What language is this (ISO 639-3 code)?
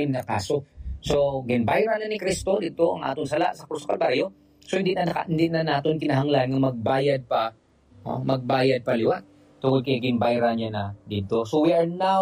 hil